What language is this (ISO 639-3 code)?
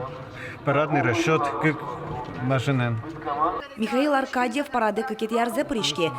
udm